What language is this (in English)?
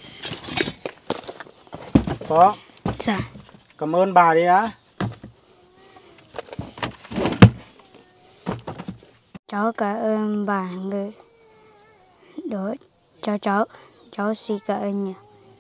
Vietnamese